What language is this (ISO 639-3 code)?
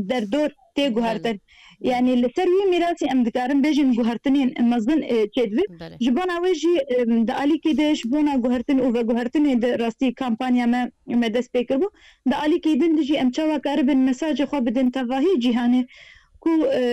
kur